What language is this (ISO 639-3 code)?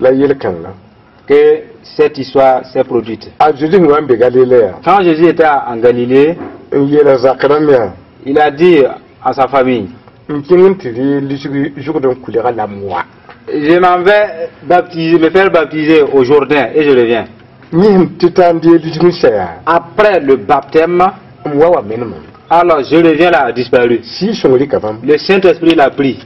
mos